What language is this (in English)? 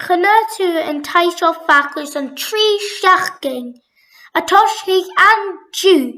Scottish Gaelic